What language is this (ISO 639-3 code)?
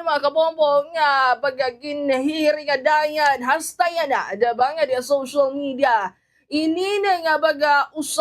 war